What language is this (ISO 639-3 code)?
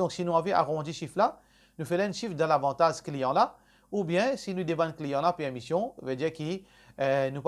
mfe